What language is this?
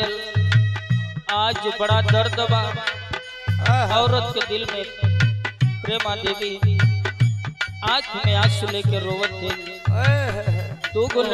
Bhojpuri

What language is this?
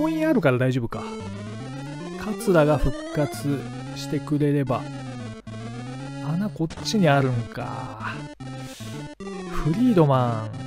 Japanese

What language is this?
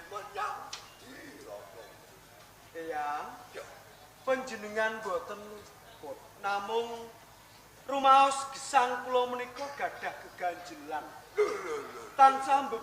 Javanese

